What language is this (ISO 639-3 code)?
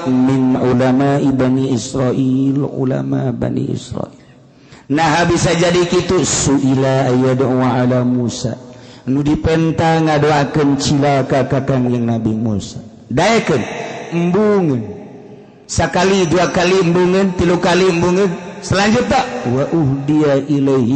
sun